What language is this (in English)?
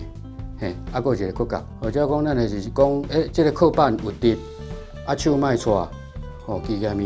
Min Nan Chinese